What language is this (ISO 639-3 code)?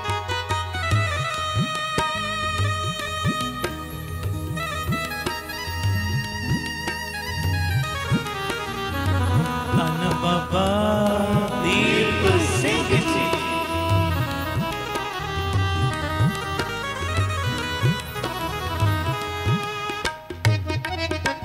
pan